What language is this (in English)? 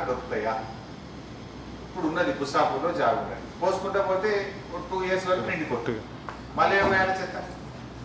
Telugu